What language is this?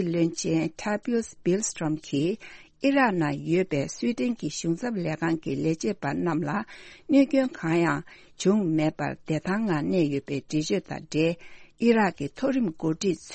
Tibetan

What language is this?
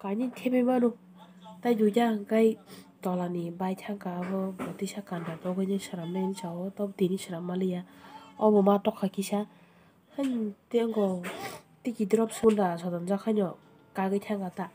Kok Borok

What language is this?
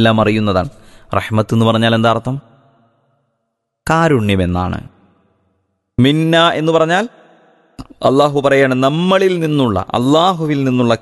Malayalam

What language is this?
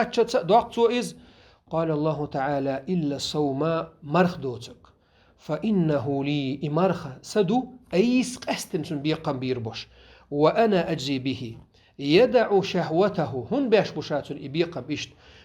Chechen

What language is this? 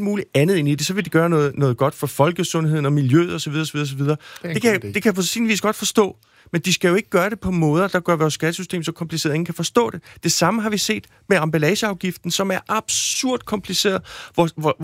Danish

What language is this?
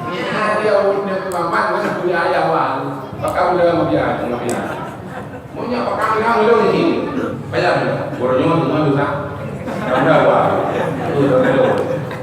Achinese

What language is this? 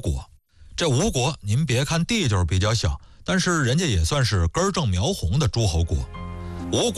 Chinese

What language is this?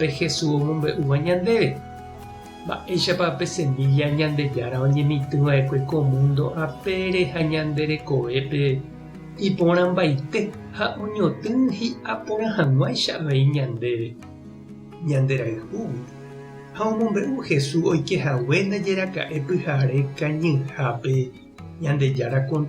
Guarani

